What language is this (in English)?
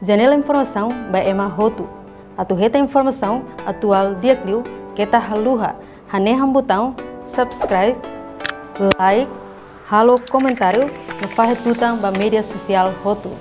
Tetum